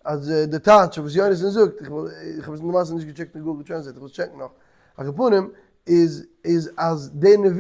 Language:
Yiddish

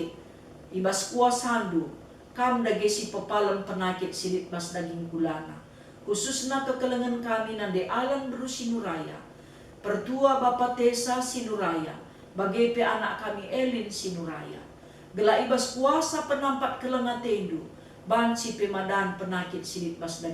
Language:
Batak Karo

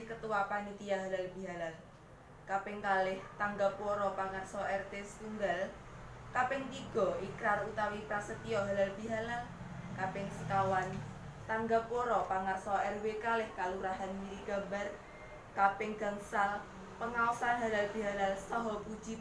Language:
Javanese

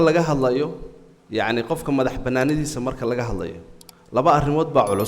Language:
Somali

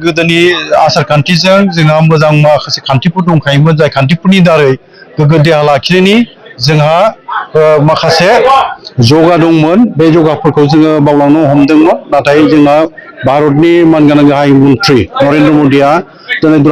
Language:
Bodo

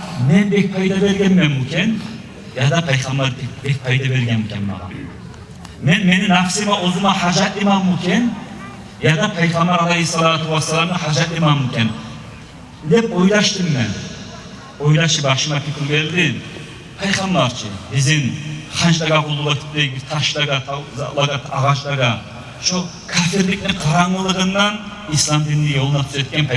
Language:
Kumyk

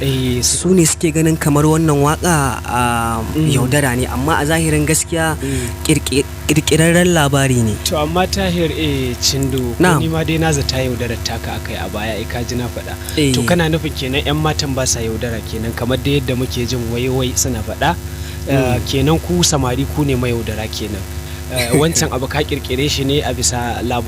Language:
Hausa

